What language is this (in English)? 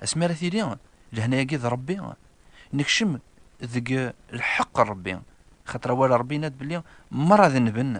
Kabyle